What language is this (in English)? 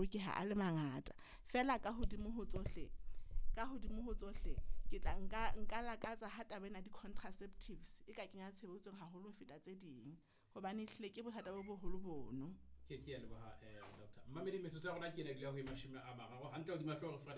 Southern Sotho